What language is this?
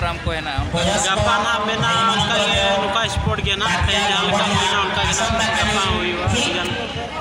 Santali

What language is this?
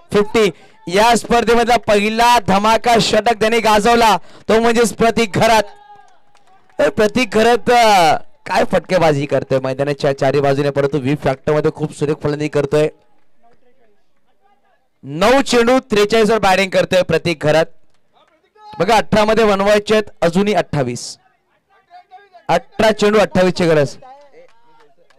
Marathi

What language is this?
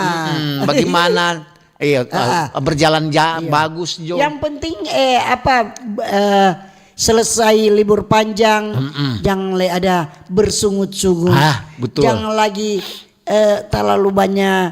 Manado Malay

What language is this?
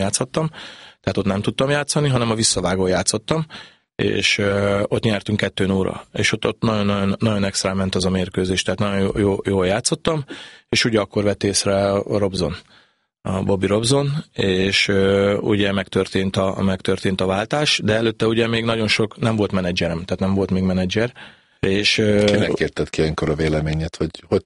Hungarian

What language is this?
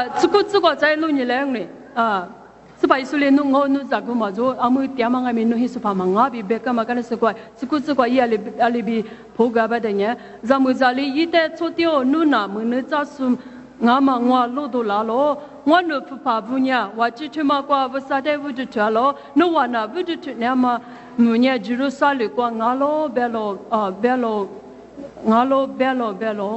Lisu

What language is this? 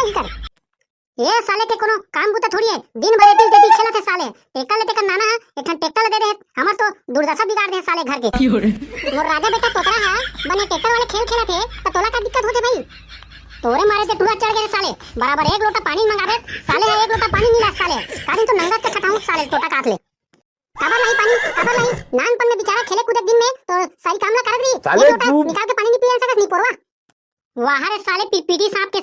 Chhattisgarhi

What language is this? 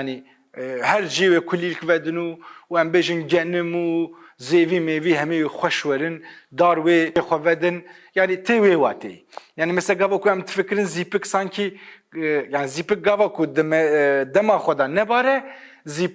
Kurdish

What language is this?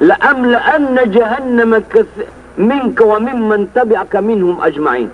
Maranao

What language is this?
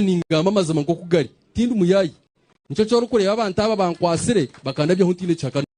Nyankole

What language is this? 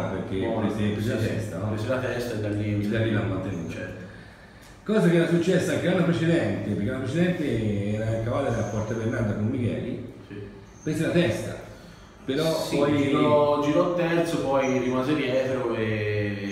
Italian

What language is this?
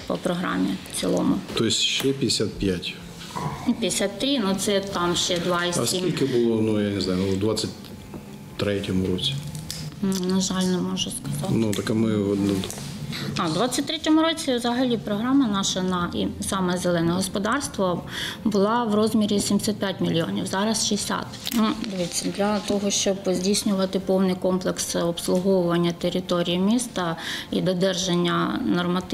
Ukrainian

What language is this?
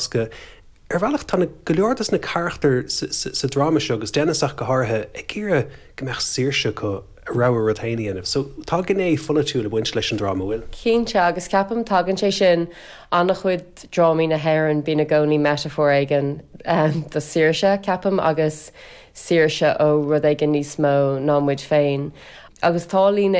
Irish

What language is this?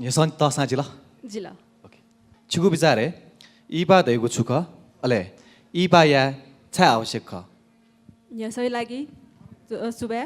Newari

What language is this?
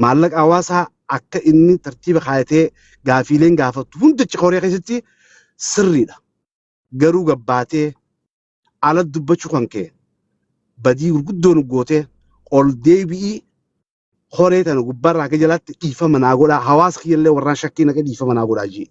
Oromo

